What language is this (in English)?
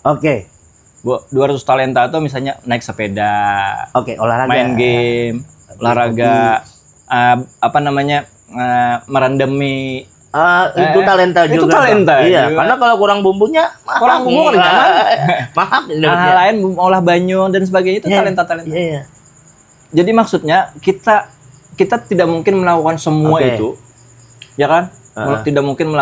Banjar